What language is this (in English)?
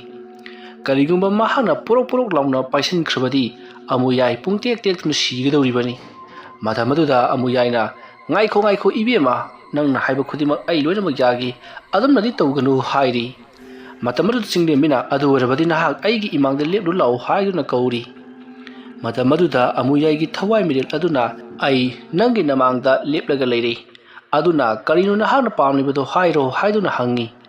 Manipuri